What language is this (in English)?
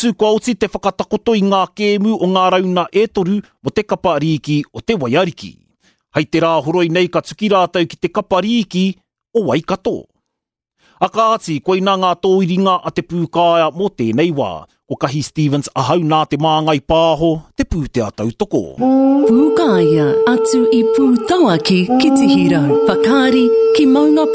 Māori